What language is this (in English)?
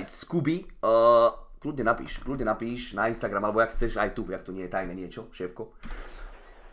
Slovak